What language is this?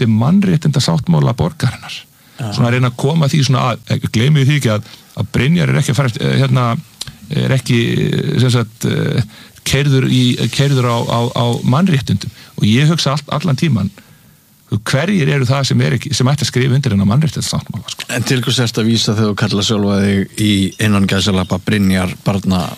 Icelandic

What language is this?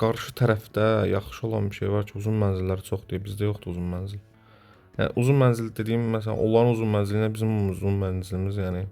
Azerbaijani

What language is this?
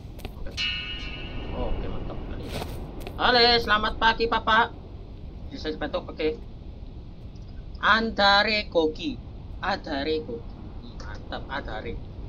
Indonesian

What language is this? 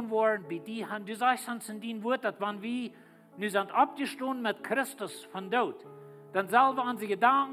Plautdietsch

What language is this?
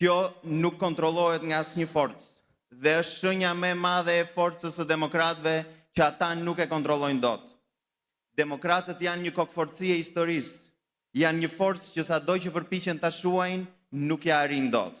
Albanian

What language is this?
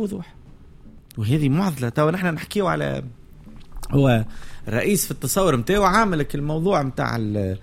Tunisian Arabic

